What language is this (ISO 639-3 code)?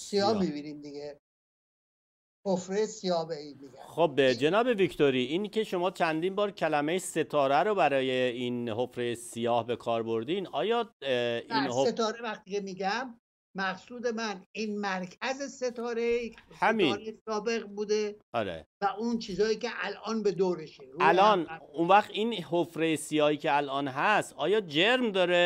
fas